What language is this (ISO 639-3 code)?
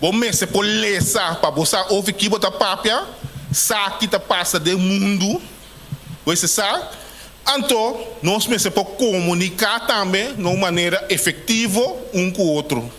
pap